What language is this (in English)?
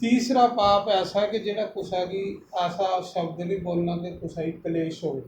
Dogri